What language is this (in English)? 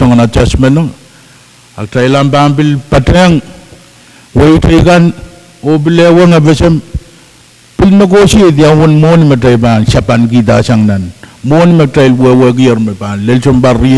Pohnpeian